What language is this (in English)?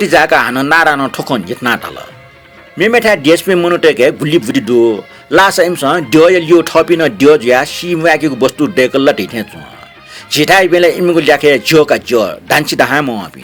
Newari